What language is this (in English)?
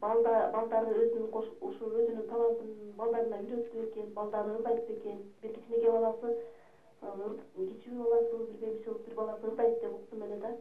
Kyrgyz